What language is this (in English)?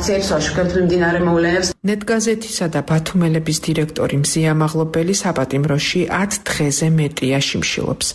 Georgian